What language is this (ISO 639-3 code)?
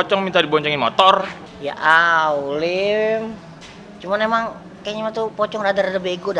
bew